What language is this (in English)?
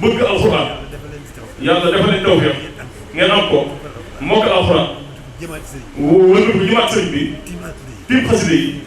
Wolof